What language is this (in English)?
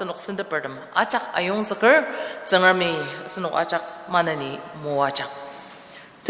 Ao Naga